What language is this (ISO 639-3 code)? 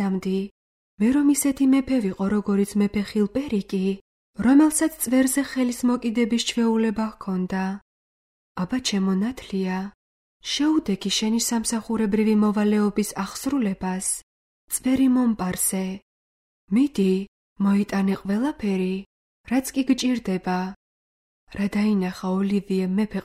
kat